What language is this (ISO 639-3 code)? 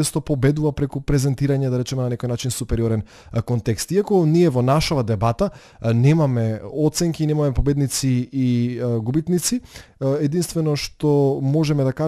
mkd